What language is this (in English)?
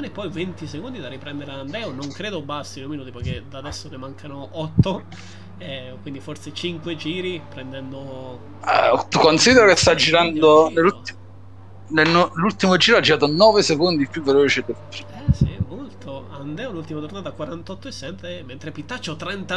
Italian